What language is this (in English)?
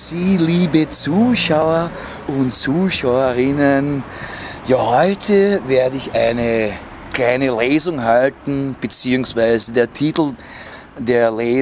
Bavarian